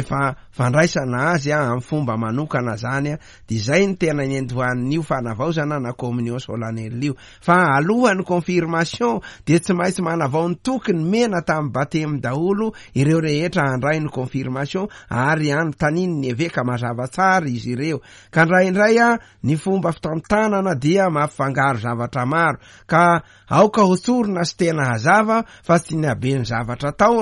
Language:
Malagasy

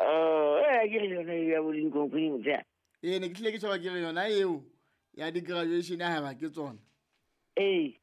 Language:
Southern Sotho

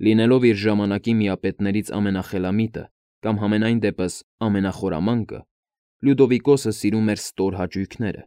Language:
Armenian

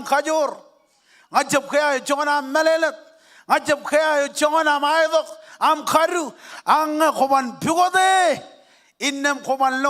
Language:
Marshallese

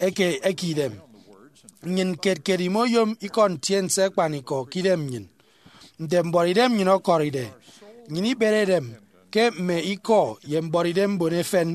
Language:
Efik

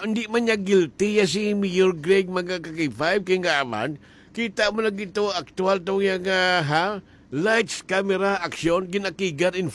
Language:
Hiligaynon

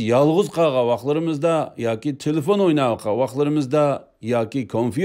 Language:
Uyghur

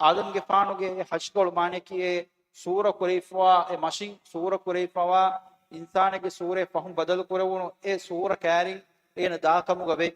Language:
Divehi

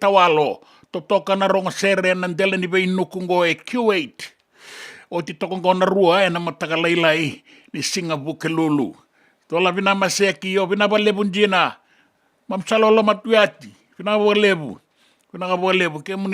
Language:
Fijian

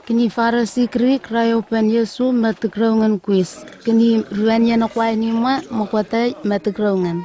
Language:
Southwest Tanna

